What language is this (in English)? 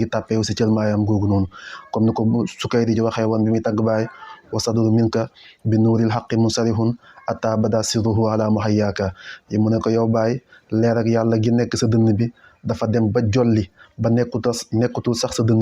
Wolof